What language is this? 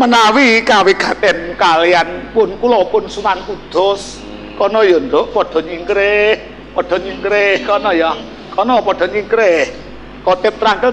Javanese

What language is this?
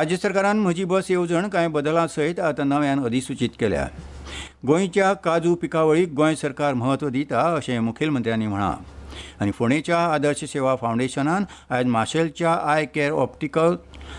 Konkani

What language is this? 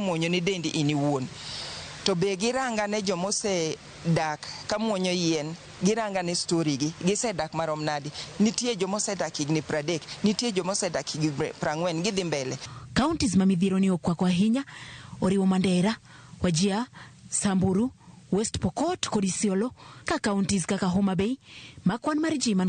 Luo (Kenya and Tanzania)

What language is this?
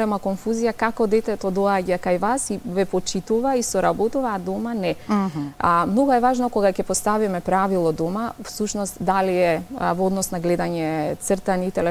Macedonian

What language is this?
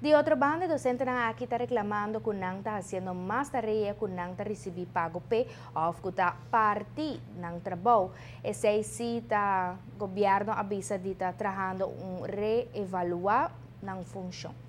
Papiamento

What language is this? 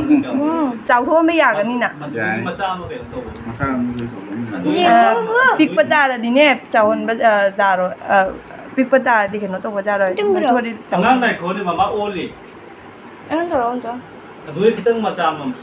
Manipuri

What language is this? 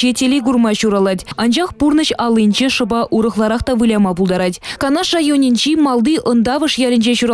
Chuvash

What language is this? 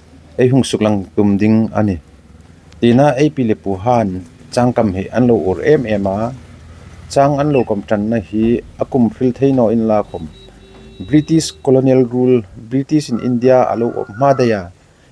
Hmar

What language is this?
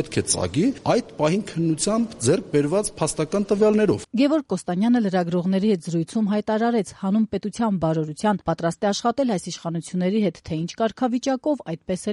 Armenian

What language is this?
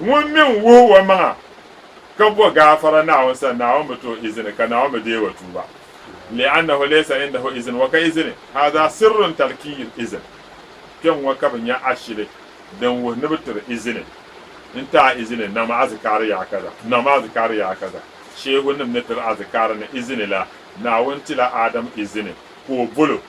Dagbani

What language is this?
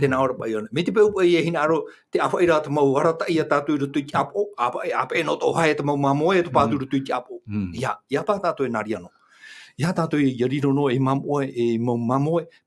Tahitian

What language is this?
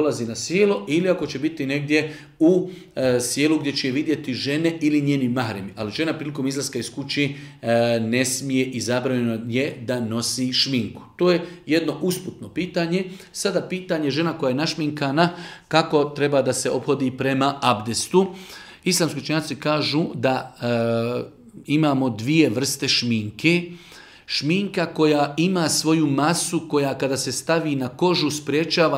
Bosnian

